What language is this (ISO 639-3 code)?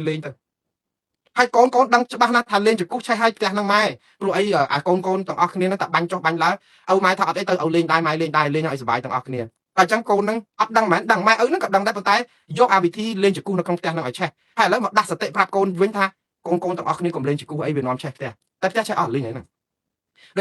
khm